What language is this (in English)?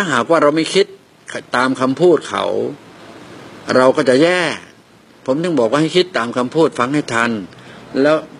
Thai